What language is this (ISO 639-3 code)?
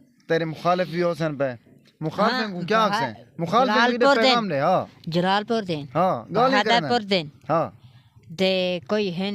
skr